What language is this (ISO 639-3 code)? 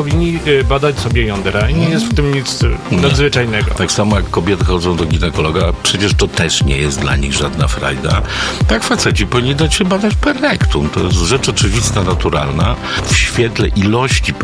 pol